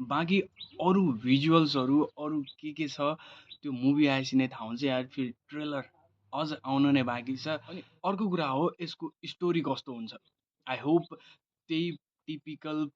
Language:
Nepali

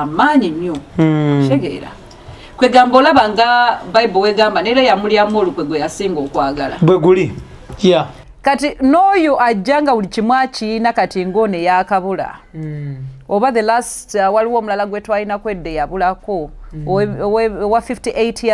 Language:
Ganda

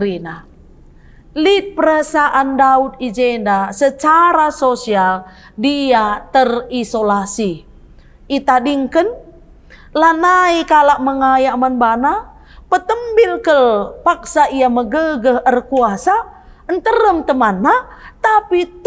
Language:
Batak Karo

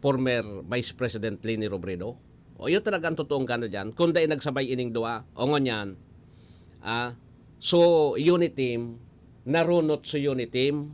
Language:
Bikol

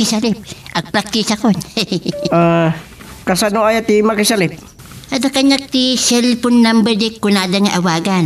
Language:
Iloko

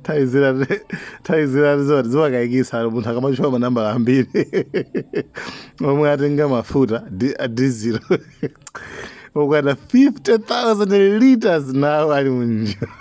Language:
Nyanja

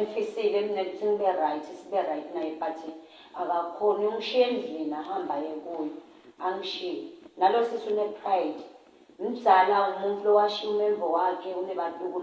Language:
Swati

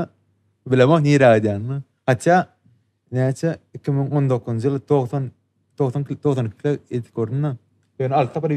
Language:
Turkmen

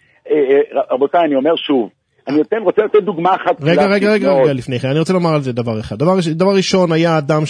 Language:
Hebrew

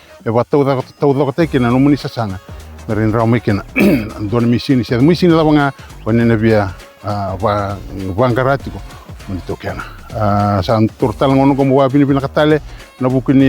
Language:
Fijian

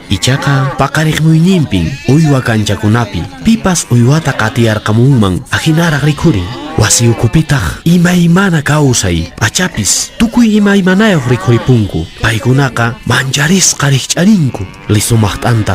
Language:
Quechua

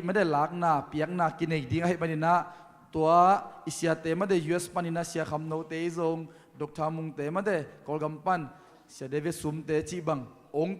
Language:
Tedim Chin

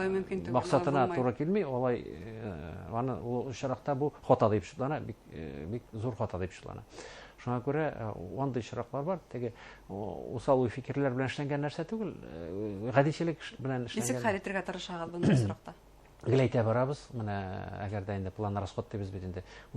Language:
Bashkir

